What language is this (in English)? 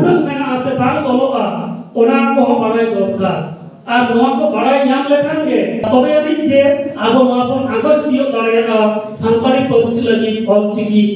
Santali